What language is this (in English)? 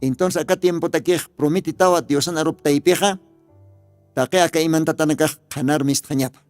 Aymara